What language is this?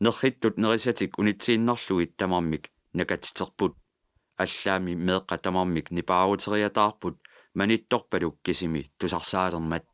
Kalaallisut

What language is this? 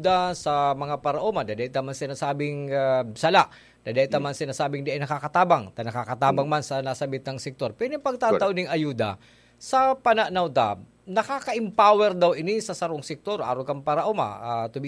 Bikol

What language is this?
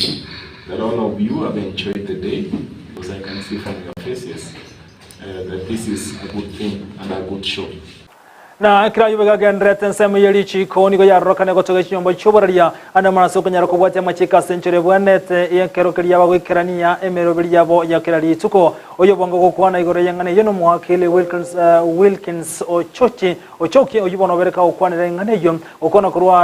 Gusii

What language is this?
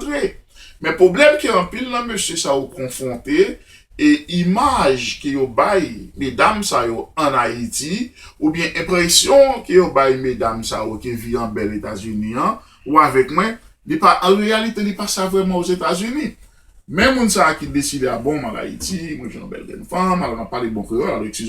Haitian Creole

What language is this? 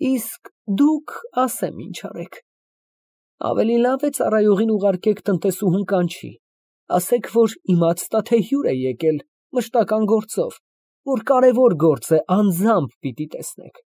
Armenian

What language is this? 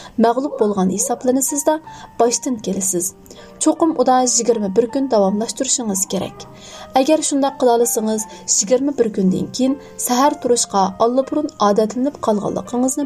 Uyghur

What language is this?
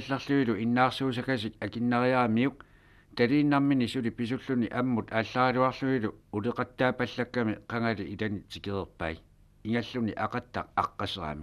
Kalaallisut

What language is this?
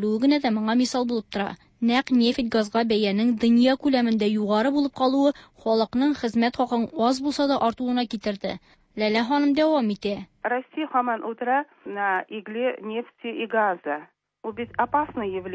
Tatar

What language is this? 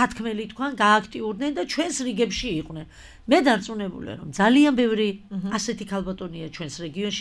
Georgian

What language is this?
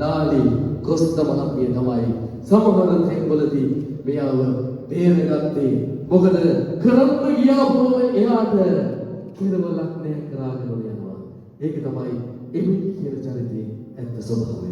Sinhala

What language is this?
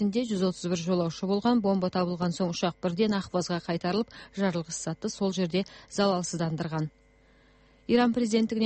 Kazakh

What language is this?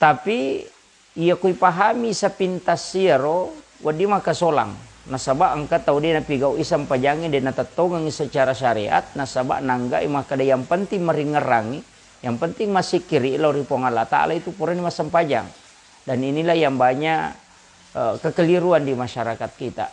Buginese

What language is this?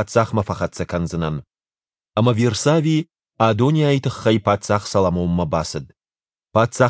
Ossetic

